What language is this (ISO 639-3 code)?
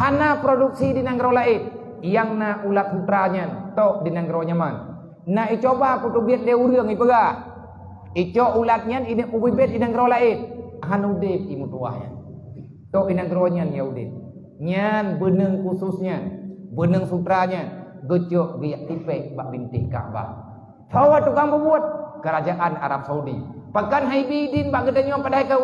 ace